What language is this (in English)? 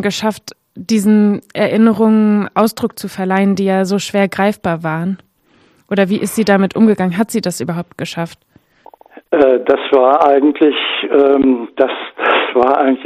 German